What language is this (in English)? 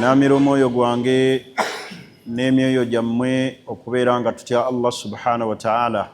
Ganda